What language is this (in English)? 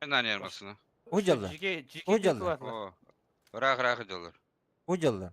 Yakut